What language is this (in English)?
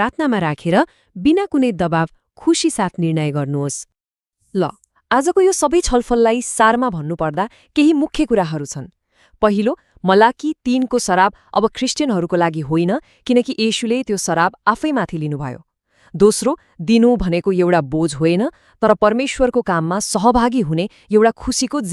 Nepali